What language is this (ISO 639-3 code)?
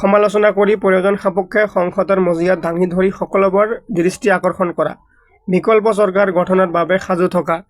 asm